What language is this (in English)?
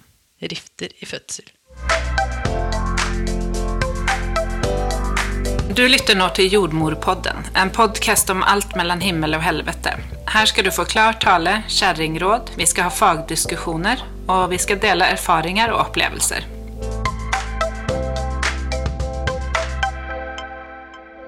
Norwegian